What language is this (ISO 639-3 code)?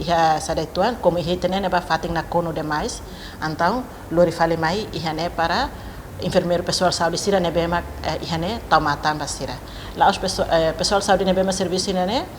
tet